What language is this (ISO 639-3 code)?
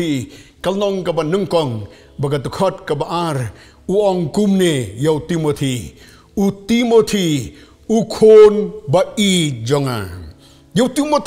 kha